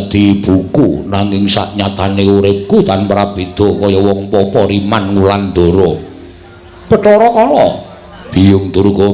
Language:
Javanese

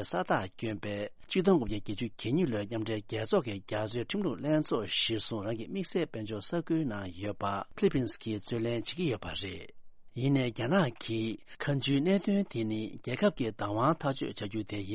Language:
Tibetan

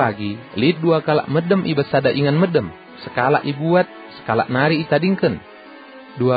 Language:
Batak Karo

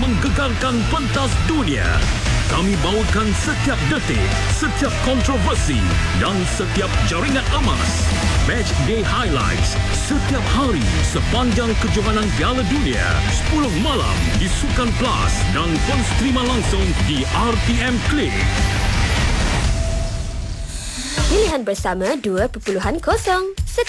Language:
Malay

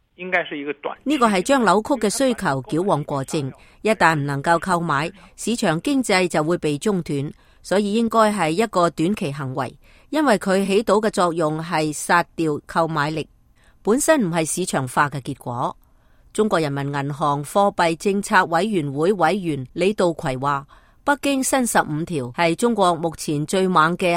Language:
Cantonese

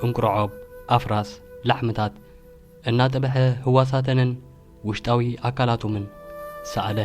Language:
Tigrinya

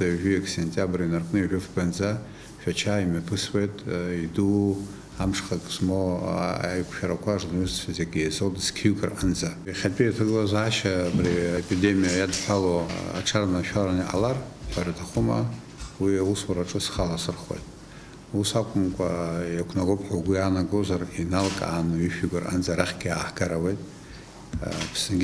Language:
Abkhazian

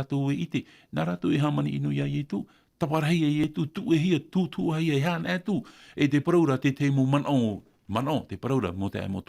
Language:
Tahitian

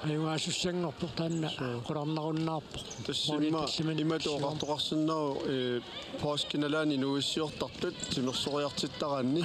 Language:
Kalaallisut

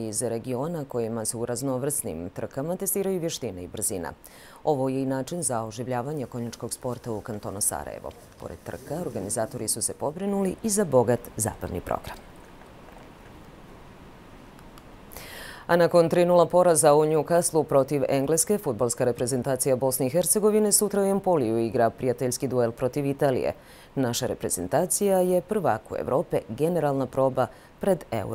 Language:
Bosnian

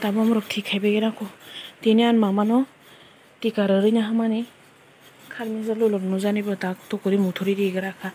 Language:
Kok Borok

